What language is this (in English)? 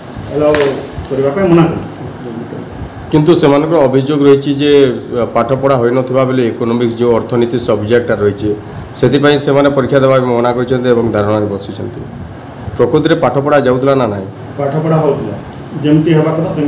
Odia